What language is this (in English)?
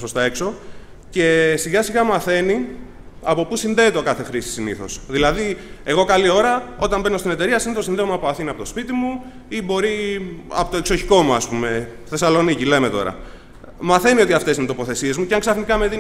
Greek